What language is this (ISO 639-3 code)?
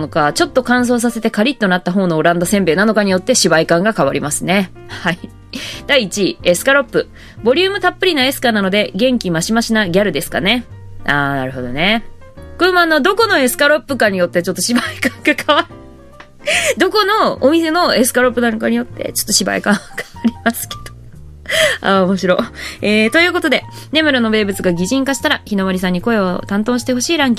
jpn